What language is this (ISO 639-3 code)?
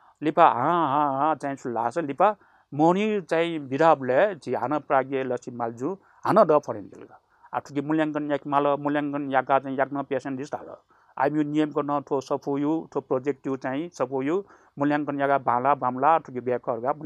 new